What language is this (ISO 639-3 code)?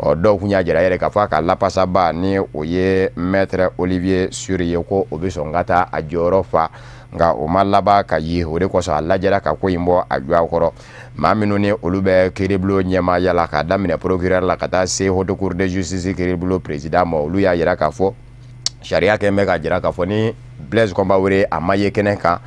bam